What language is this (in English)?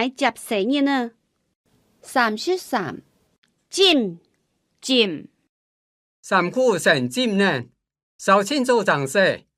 Hakka Chinese